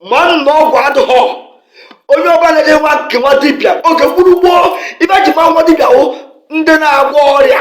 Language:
Igbo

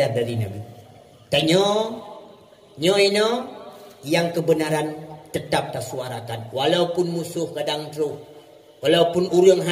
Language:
Achinese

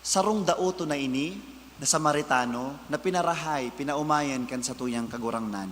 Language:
Bikol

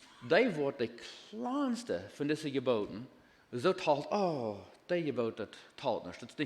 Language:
Plautdietsch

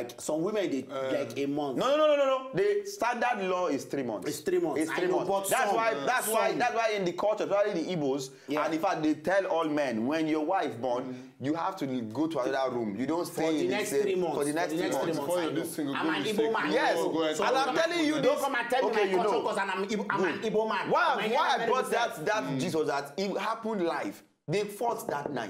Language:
Nigerian Pidgin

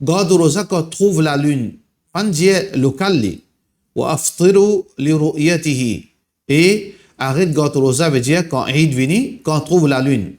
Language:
Morisyen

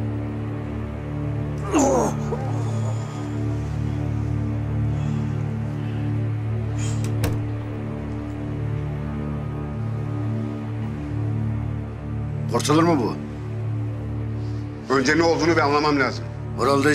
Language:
Turkish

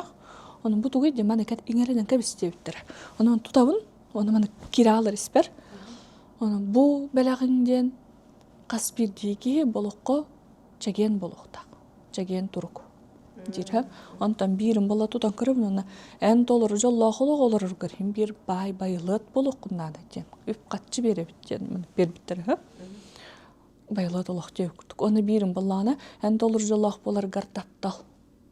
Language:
Yakut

